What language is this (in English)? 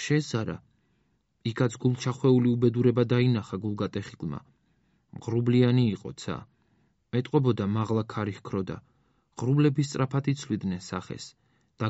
Georgian